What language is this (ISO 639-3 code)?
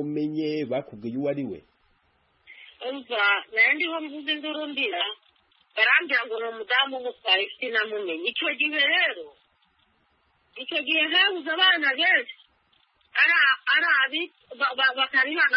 kin